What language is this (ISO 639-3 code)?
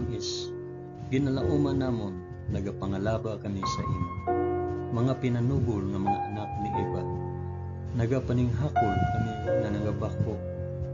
hil